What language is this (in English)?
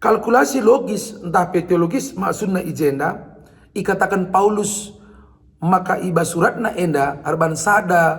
Batak Karo